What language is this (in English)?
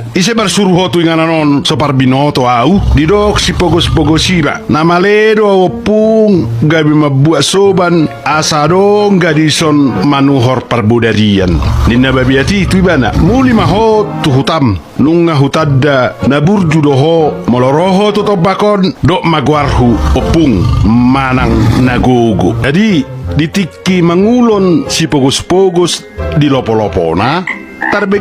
Batak Toba